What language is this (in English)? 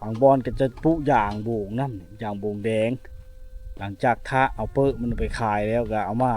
Lao